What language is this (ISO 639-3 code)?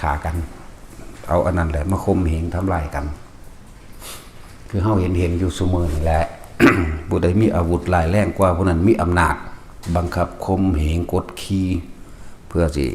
lao